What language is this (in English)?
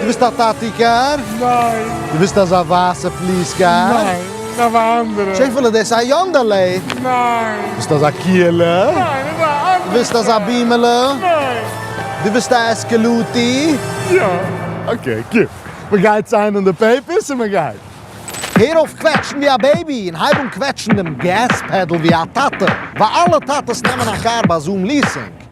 Yiddish